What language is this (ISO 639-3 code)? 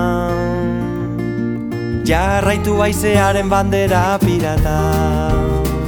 eus